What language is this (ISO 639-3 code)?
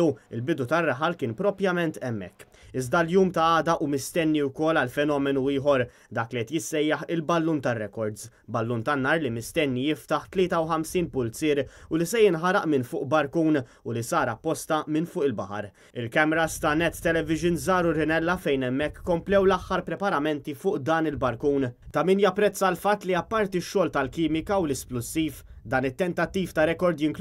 mlt